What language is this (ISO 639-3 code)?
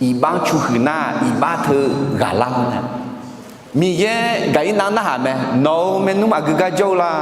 ahk